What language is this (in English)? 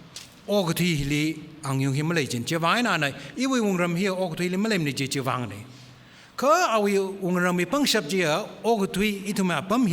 Tangkhul Naga (India)